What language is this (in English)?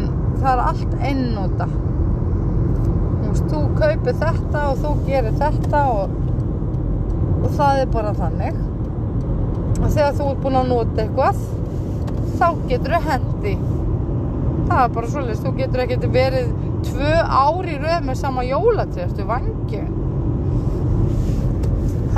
Icelandic